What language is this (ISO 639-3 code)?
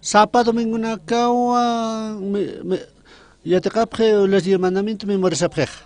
aym